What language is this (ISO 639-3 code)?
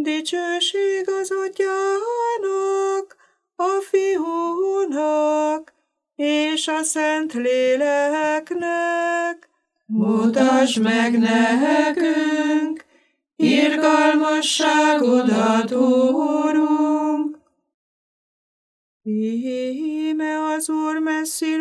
hun